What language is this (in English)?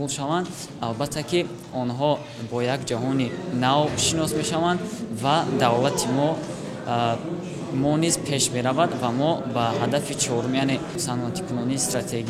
Tajik